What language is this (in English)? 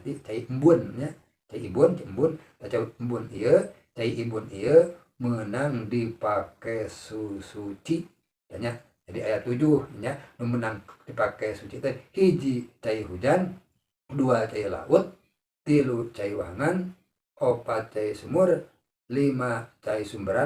Sundanese